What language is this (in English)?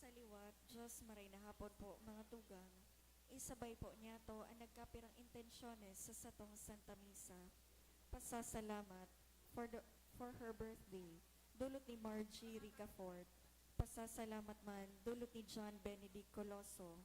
Bikol